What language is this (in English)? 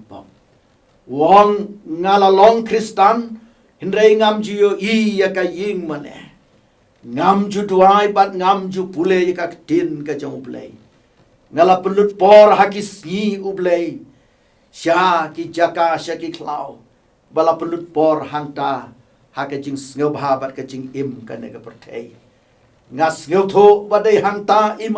Khasi